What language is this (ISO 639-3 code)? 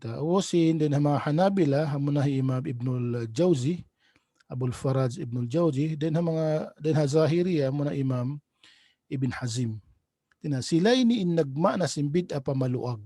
tsg